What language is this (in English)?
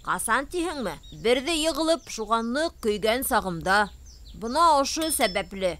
Bashkir